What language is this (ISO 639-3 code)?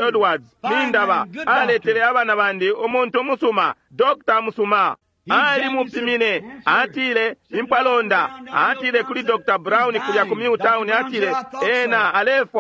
bem